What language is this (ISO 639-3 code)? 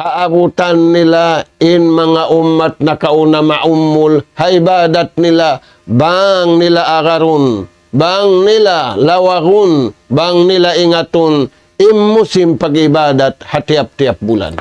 tsg